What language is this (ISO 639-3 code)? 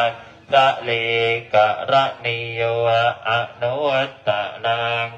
pli